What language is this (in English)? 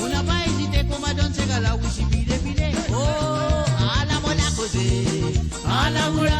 Morisyen